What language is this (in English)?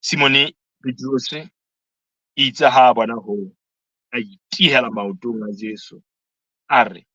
Southern Sotho